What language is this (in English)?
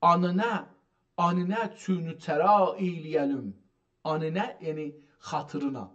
South Azerbaijani